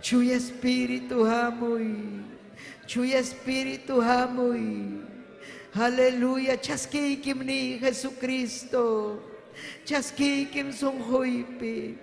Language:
Ayacucho Quechua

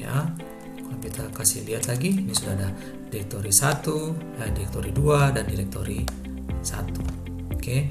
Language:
Ambonese Malay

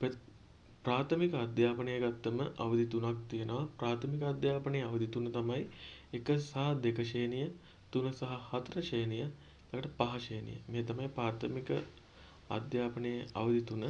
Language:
Sinhala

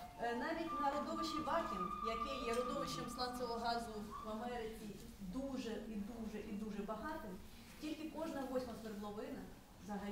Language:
Ukrainian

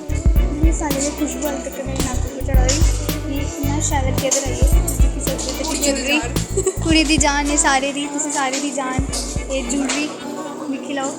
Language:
Dogri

